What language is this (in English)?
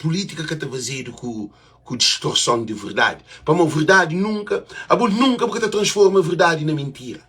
Kabuverdianu